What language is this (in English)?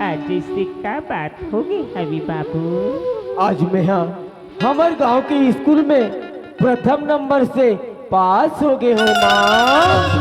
Chhattisgarhi